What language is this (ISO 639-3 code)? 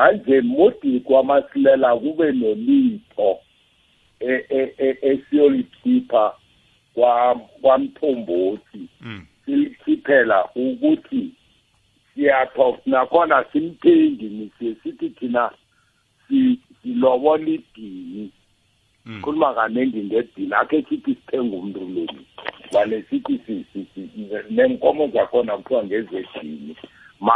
nbl